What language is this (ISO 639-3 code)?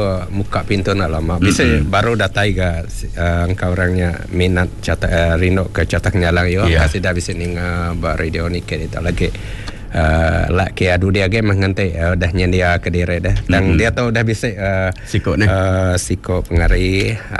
iba